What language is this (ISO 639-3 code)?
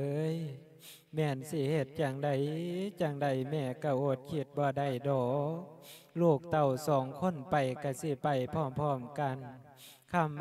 lao